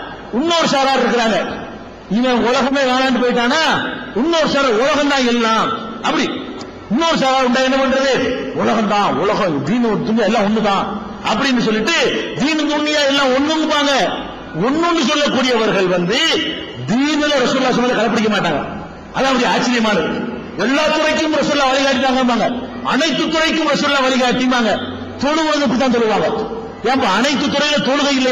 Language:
Tamil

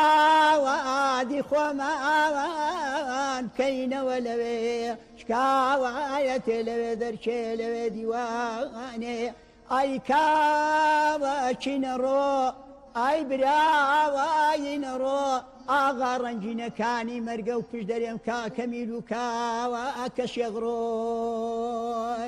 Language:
Central Kurdish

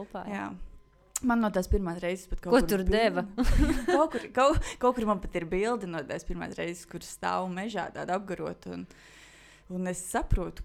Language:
Latvian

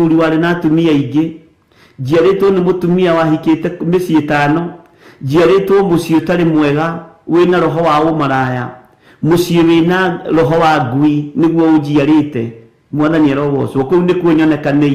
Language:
Kikuyu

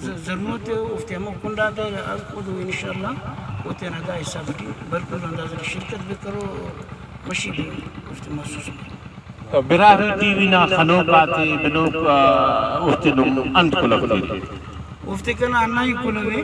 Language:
Brahui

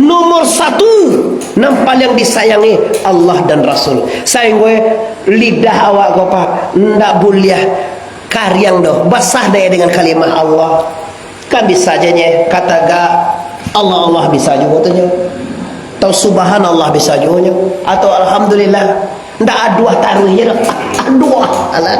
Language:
Minangkabau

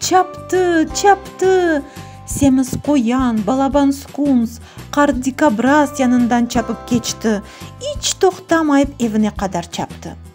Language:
Crimean Tatar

